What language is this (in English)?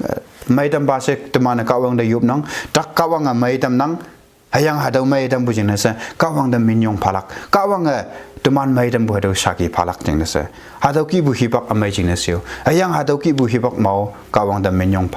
Konyak Naga